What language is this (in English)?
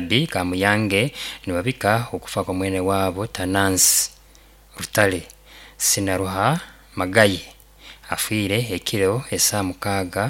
Nyankole